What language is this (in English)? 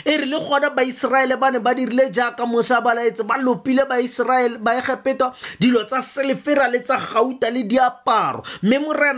Tswana